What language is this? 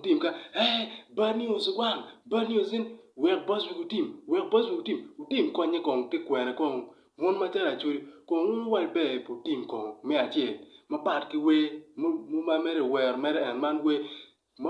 Acoli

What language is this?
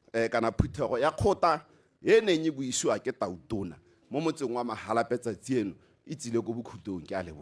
Tswana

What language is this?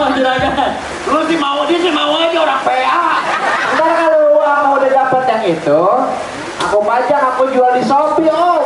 Betawi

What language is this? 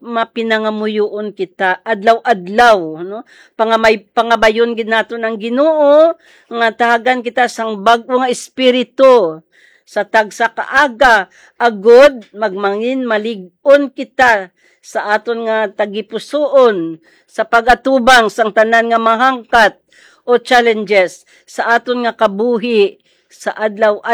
Hiligaynon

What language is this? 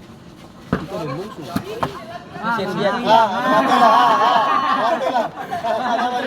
Ambonese Malay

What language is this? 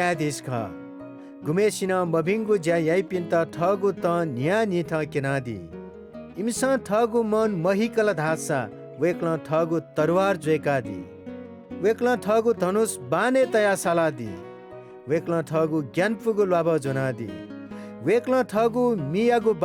Newari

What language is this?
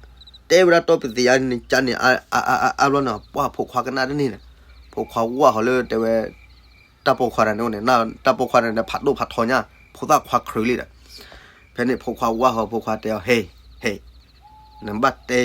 S'gaw Karen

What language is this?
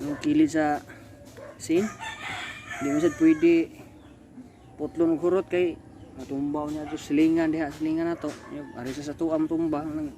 Cebuano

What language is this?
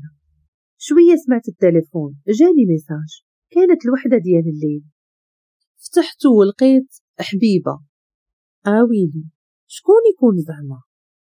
Moroccan Arabic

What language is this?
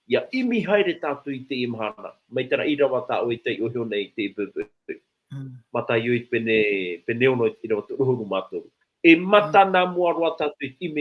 Tahitian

